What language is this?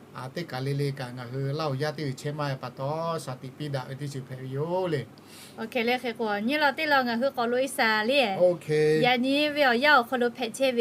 Lahu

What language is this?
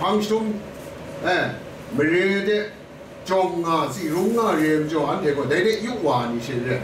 Kachin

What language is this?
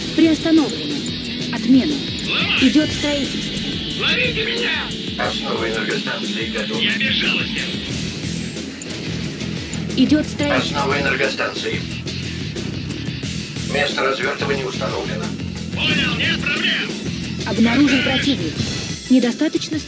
Russian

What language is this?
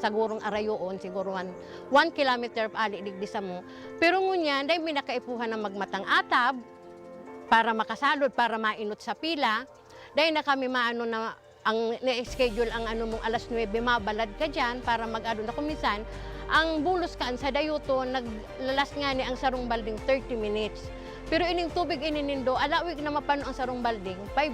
Bikol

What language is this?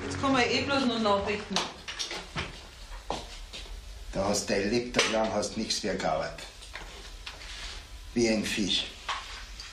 German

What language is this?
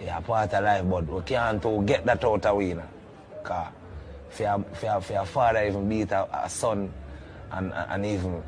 Jamaican Creole English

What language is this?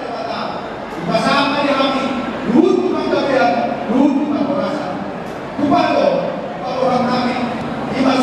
Batak Toba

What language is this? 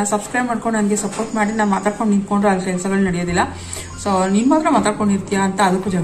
Kannada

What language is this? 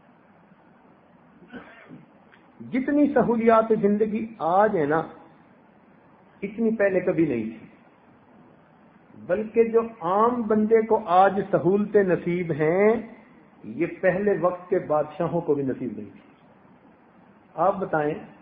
Urdu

